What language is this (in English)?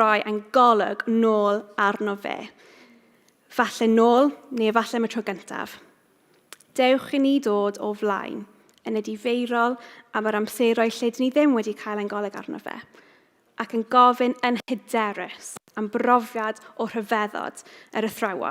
Welsh